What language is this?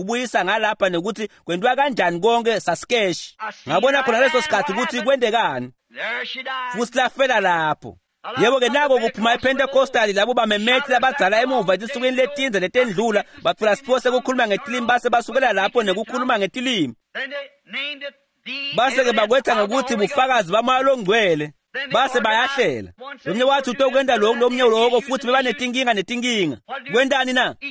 Swati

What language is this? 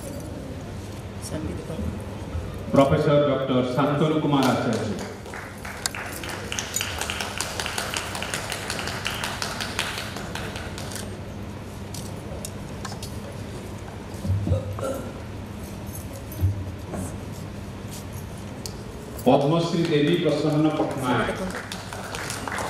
Odia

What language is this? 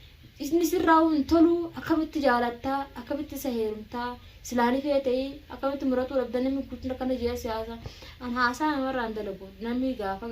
Oromo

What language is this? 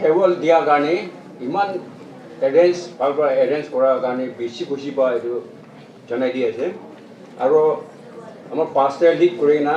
Naga Pidgin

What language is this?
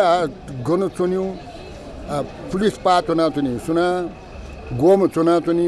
Newari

